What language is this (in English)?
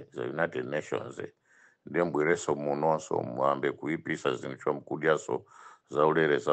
Nyanja